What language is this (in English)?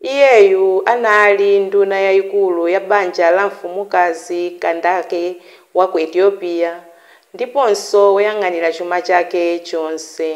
Nyanja